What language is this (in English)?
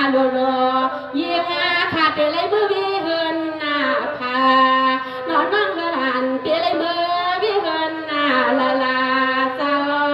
Shan